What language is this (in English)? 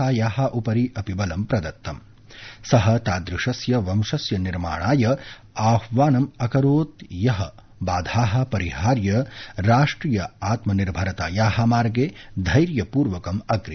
Sanskrit